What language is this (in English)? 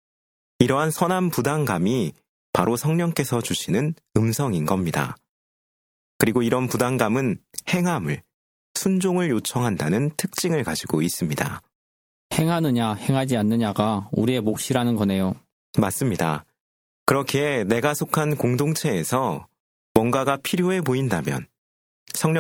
Korean